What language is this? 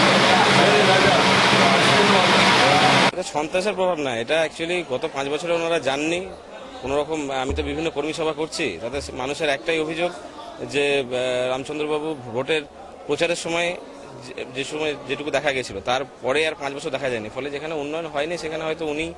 Bangla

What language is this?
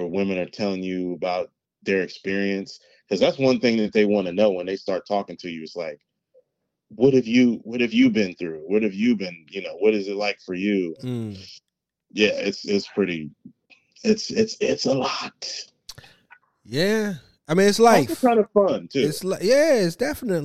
English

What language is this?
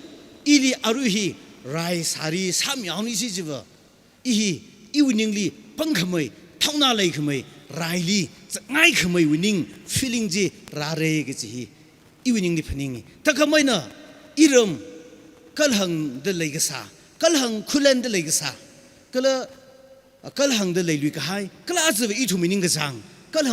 Tangkhul Naga (India)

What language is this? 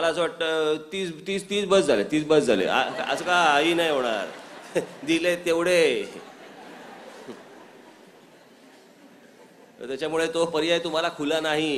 Marathi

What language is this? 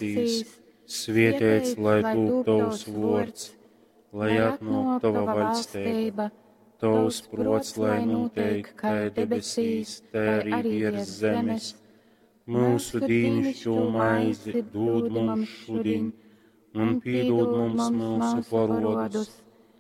Latgalian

